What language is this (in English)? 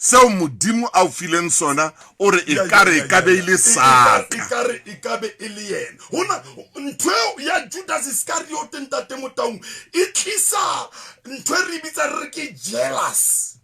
Southern Sotho